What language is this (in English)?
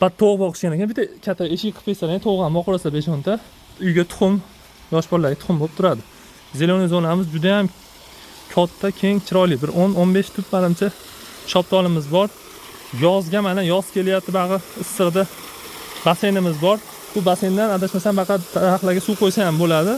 Uzbek